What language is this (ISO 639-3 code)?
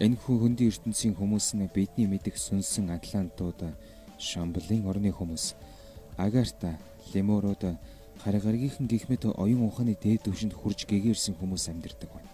mon